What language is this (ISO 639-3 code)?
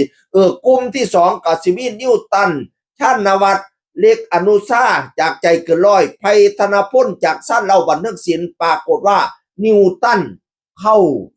tts